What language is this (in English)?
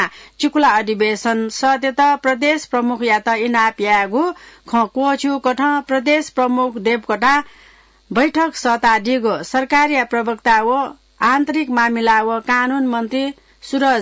Newari